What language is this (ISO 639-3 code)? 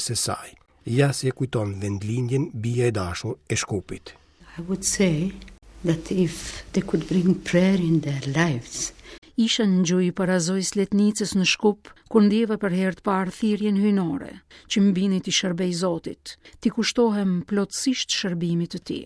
sqi